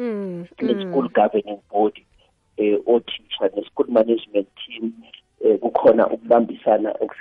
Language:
South Ndebele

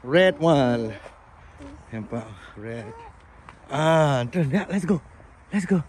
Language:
Achinese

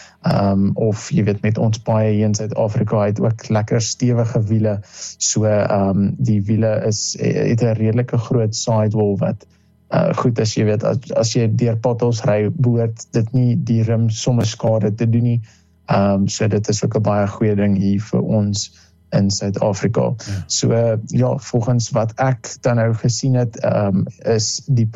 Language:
Afrikaans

